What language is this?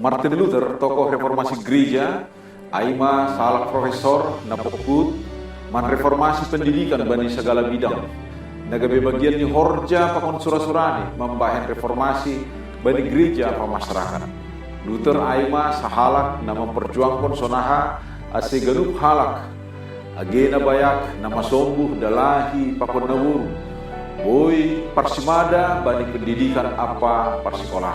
Batak Simalungun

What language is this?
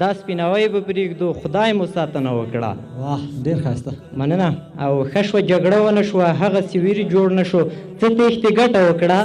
Pashto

